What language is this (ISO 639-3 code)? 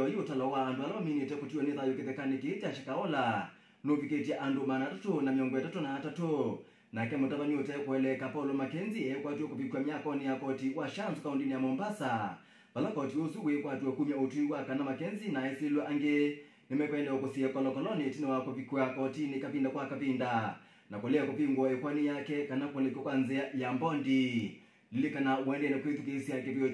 kam